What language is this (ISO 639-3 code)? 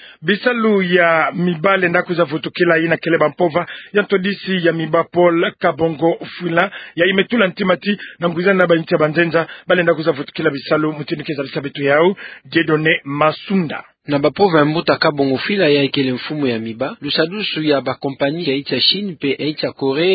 ktu